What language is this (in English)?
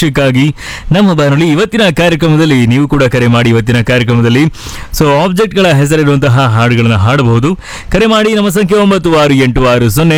Kannada